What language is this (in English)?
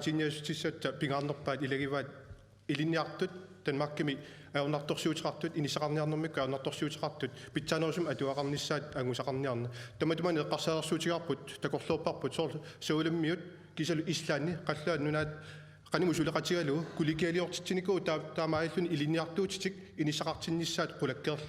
Kalaallisut